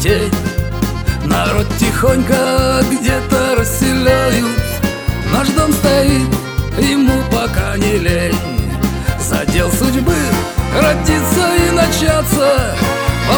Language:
Russian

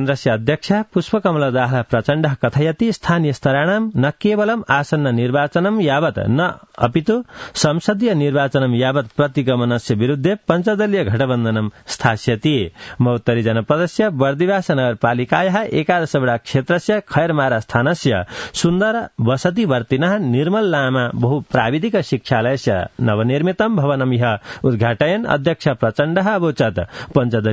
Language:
Sanskrit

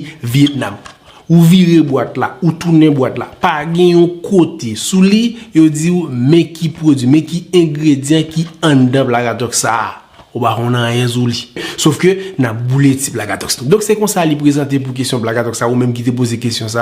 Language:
Haitian Creole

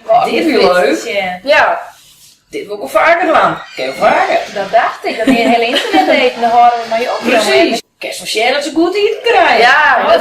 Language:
Western Frisian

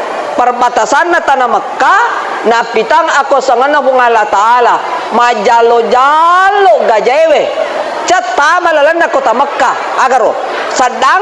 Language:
Buginese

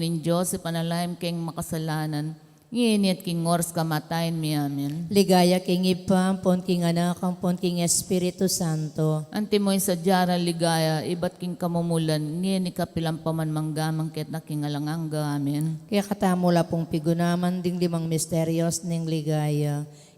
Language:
Pampanga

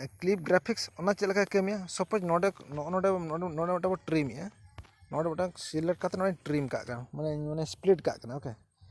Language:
Santali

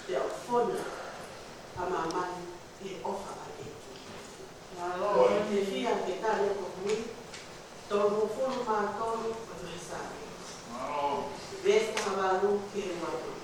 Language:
Tongan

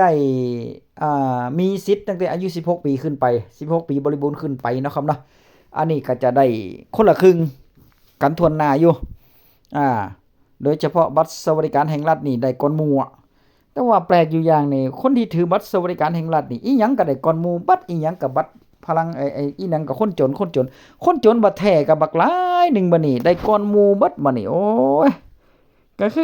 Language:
Northeastern Thai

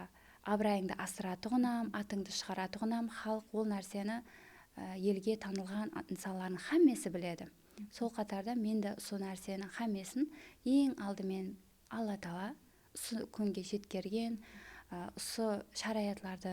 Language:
Kara-Kalpak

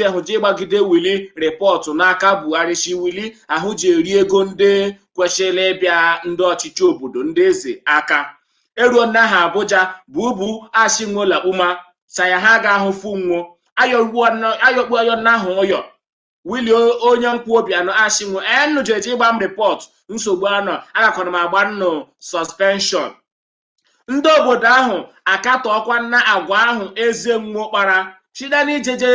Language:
Igbo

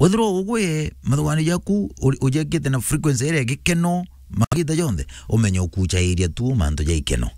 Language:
Meru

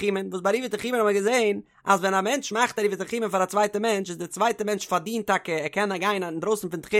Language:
Yiddish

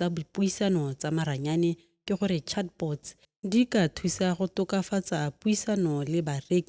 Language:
Tswana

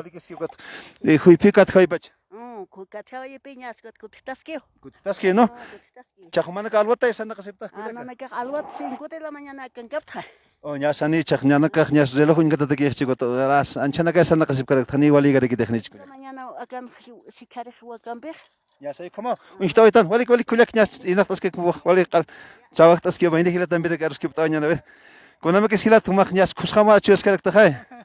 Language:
Aymara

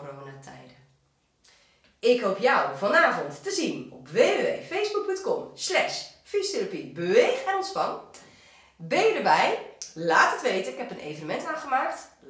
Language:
Dutch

